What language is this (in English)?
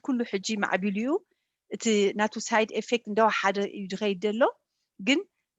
Tigrinya